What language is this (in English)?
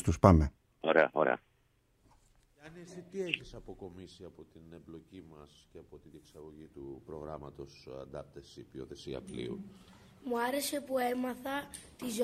Greek